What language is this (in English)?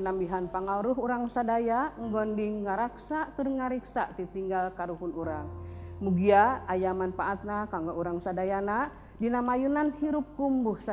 Sundanese